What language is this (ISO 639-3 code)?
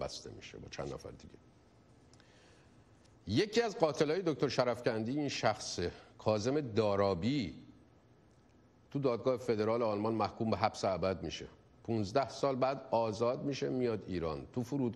fas